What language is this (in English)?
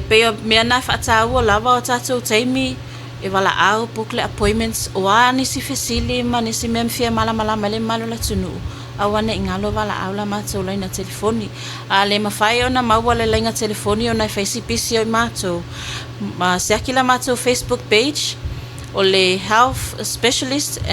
Samoan